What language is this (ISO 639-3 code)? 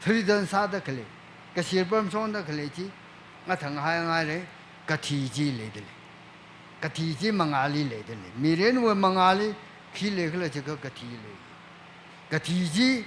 nmf